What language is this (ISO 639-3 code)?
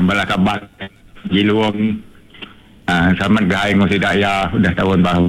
iba